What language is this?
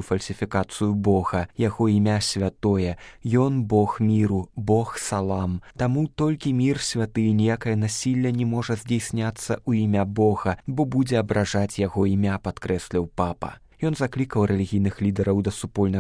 Belarusian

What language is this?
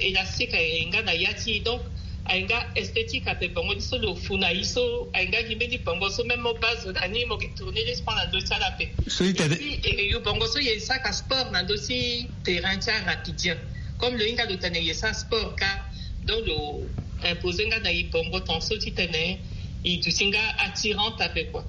Sango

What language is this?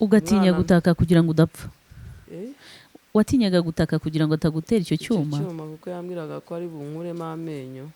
Kinyarwanda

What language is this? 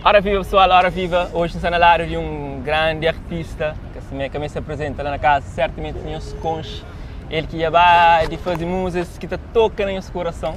Kabuverdianu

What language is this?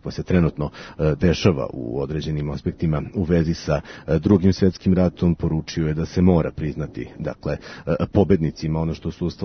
Serbian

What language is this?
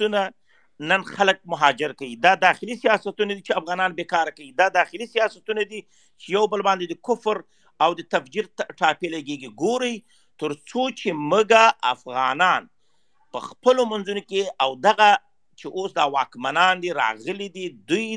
Pashto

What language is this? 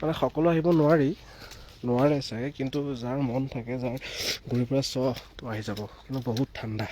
Assamese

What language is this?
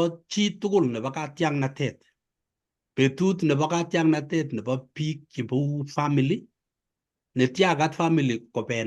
Kalenjin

